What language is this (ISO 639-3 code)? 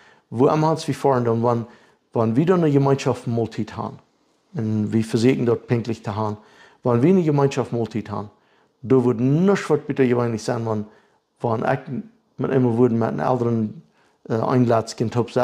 pdt